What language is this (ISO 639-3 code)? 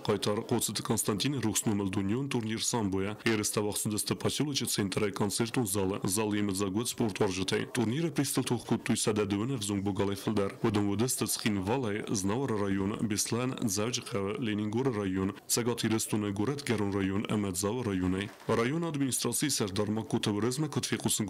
oss